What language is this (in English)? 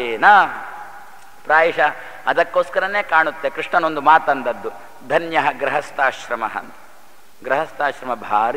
Kannada